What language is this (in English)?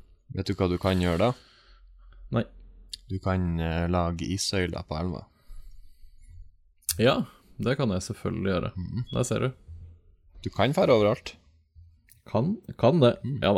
Norwegian